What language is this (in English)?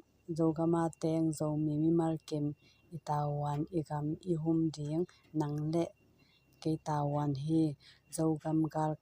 Tedim Chin